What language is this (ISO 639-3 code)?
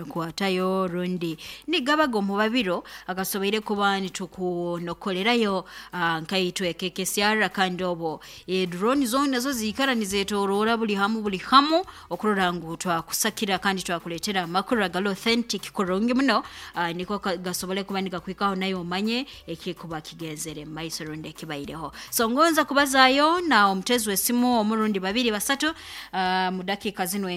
nyo